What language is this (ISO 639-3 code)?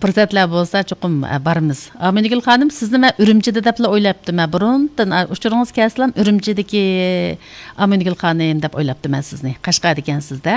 uig